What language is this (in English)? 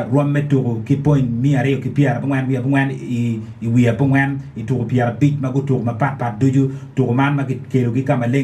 Acoli